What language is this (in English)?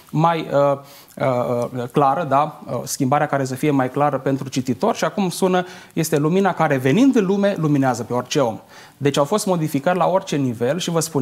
Romanian